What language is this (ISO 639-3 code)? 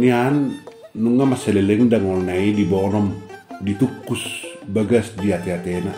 bbc